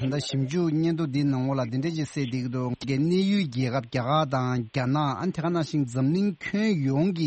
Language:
Tibetan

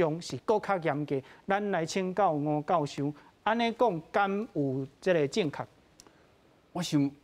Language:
Min Nan Chinese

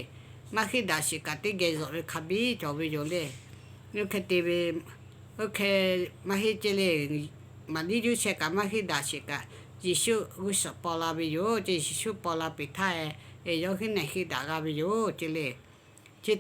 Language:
Lahu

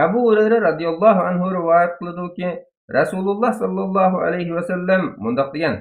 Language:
Uyghur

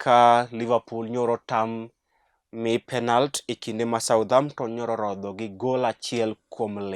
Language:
Luo (Kenya and Tanzania)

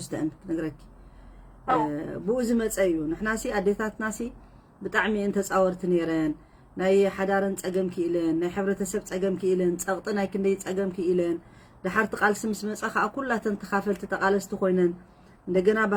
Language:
Tigrinya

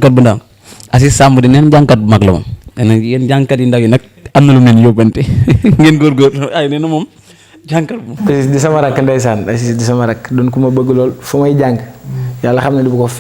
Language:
Wolof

